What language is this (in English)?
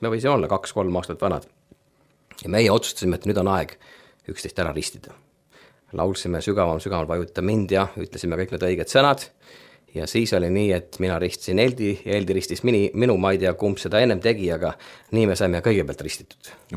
Estonian